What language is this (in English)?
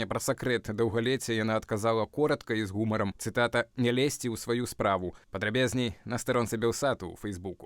Belarusian